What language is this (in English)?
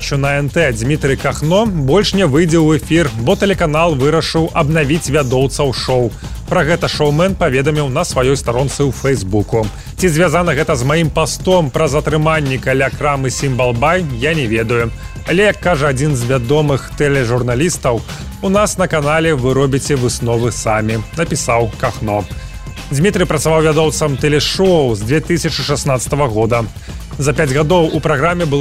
Belarusian